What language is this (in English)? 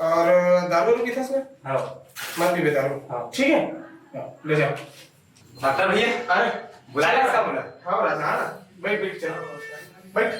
Chhattisgarhi